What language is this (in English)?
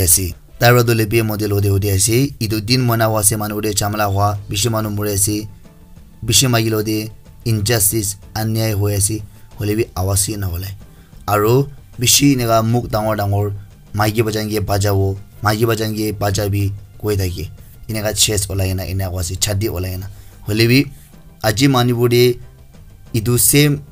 Naga Pidgin